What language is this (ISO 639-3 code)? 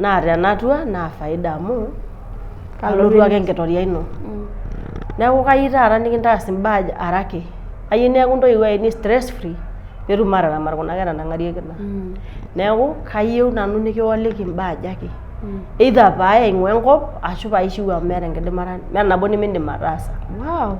mas